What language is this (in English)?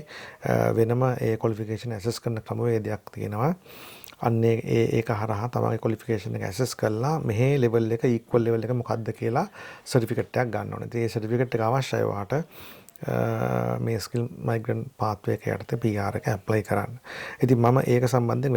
Sinhala